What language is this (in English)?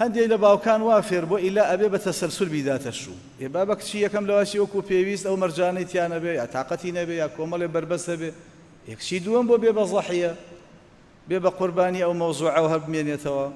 Central Kurdish